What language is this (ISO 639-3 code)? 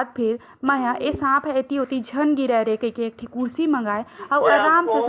hne